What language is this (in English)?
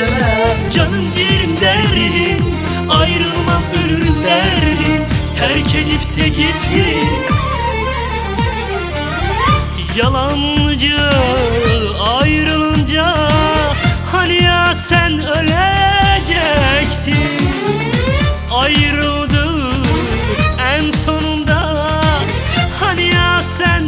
Turkish